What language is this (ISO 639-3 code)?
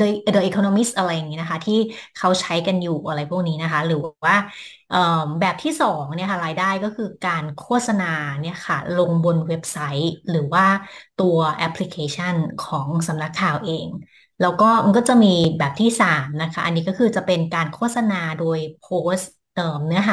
tha